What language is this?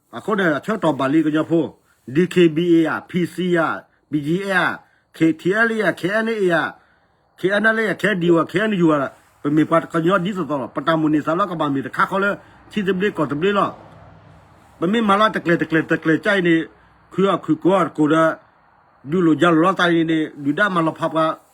S'gaw Karen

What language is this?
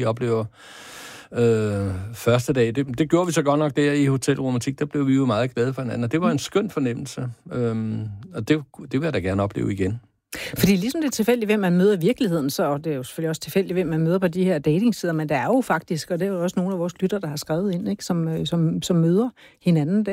Danish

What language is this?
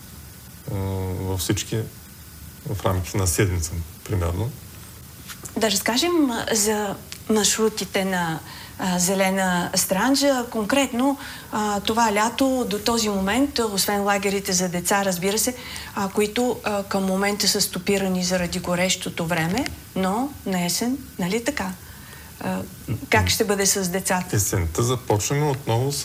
Bulgarian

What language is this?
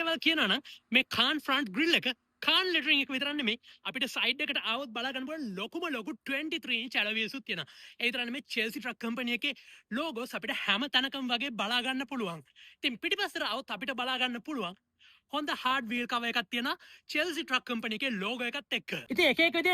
Sinhala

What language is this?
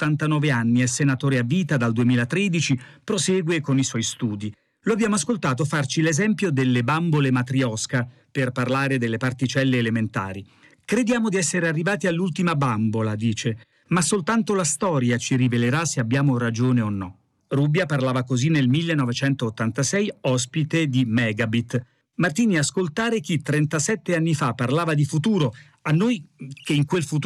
Italian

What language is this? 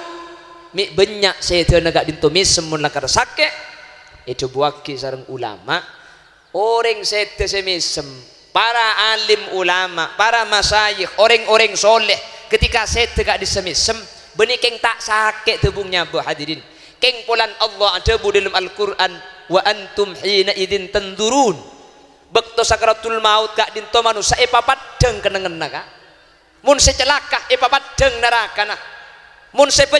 Madurese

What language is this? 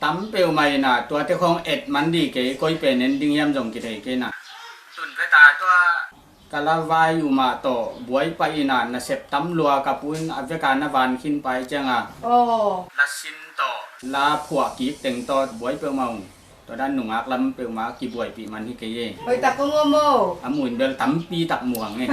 Tedim Chin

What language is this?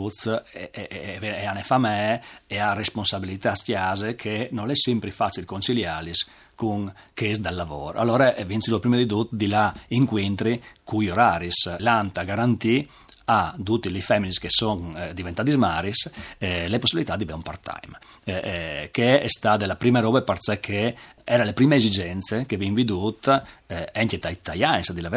Friulian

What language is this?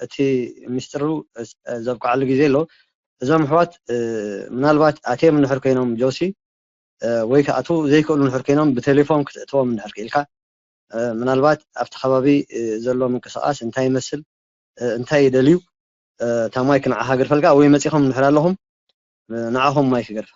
Tigrinya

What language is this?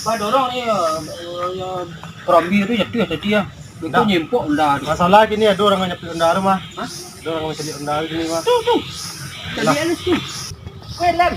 Minangkabau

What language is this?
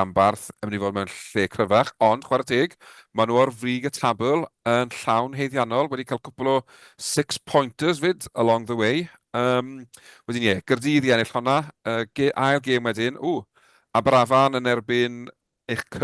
Welsh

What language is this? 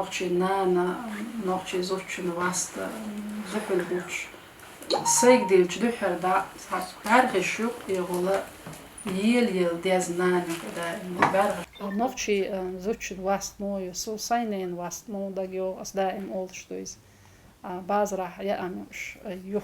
Chechen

